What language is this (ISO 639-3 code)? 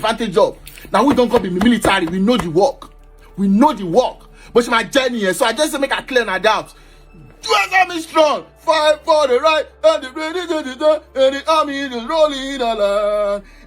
yor